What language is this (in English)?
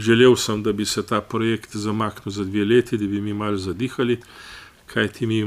Slovenian